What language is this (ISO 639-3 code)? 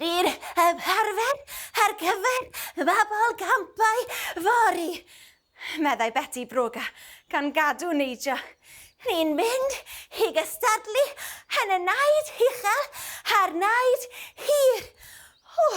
cym